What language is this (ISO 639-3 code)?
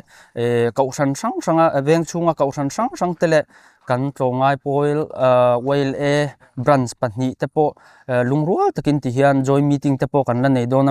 lus